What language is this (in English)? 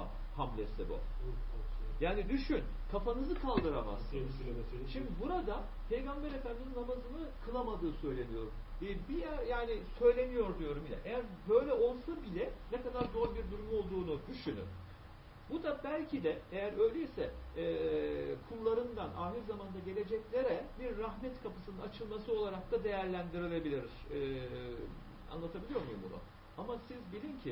Turkish